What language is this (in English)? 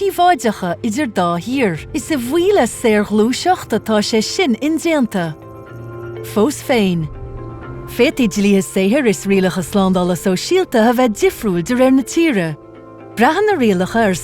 Irish